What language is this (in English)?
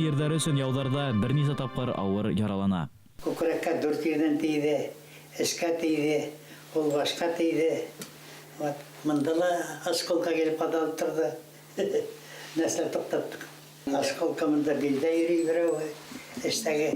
Bashkir